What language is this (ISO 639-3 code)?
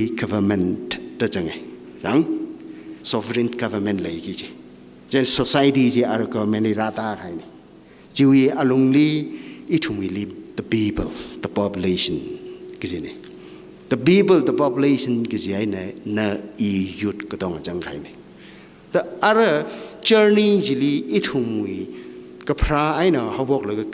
nmf